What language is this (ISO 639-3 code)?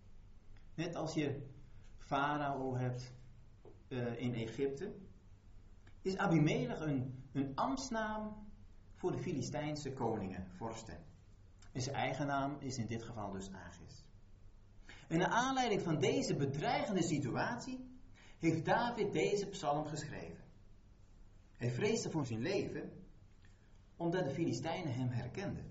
nld